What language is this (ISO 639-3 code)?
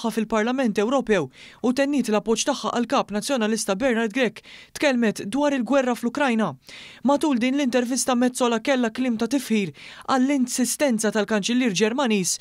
mlt